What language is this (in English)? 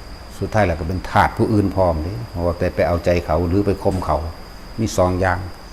Northeastern Thai